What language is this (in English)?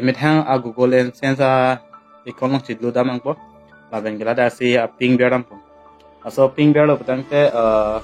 Karbi